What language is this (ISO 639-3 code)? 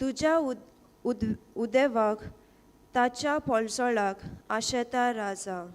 kok